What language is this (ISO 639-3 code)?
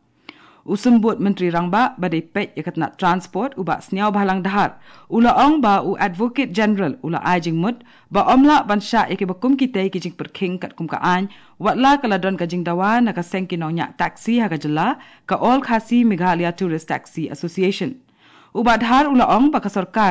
kha